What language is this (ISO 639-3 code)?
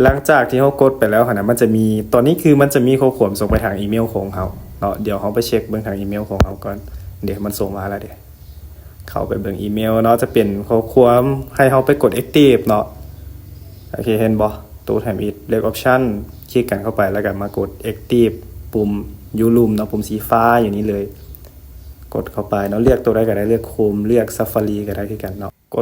lao